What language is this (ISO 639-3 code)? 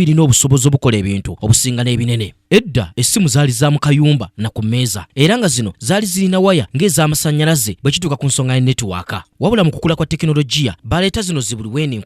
lug